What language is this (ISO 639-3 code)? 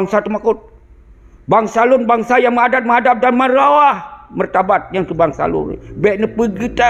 ace